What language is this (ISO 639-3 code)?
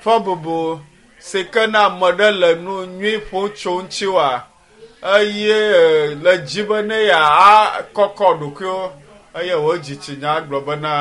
ewe